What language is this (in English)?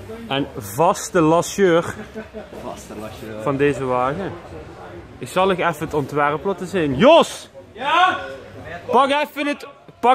Limburgish